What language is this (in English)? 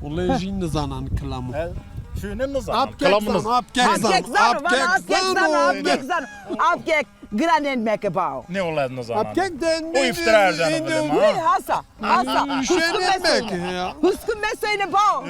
Zaza